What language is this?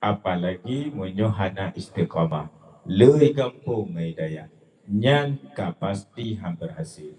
Achinese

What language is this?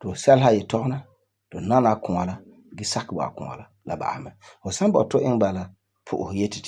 Frafra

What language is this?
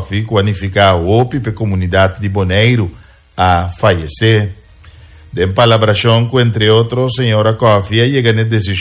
Papiamento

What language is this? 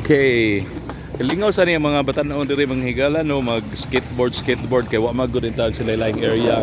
Cebuano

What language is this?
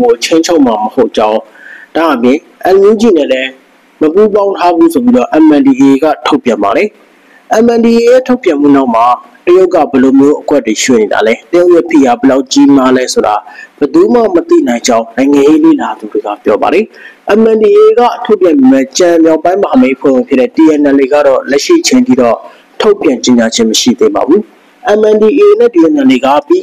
Burmese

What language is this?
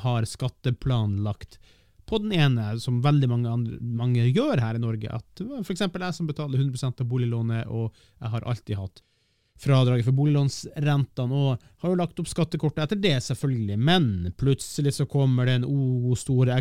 Norwegian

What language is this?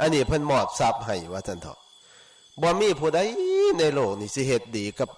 Northeastern Thai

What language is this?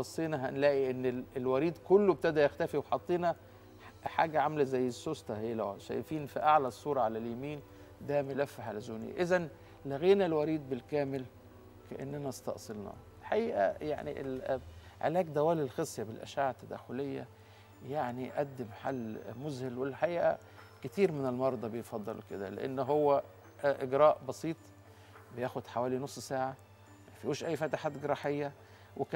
Egyptian Arabic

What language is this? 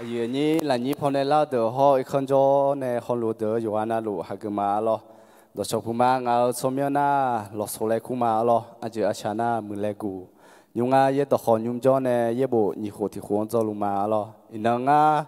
Akha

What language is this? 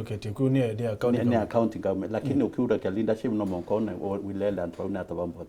Meru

